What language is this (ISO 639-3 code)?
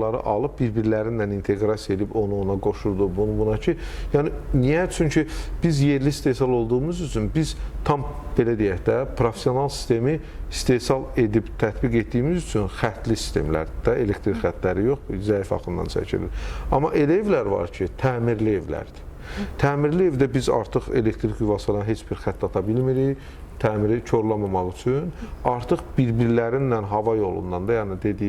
aze